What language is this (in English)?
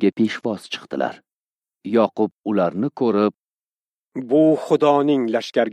Uzbek